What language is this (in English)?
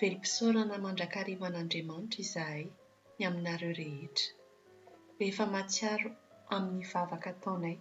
Malagasy